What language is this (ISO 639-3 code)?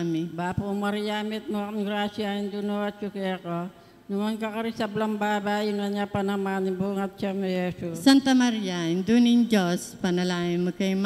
pam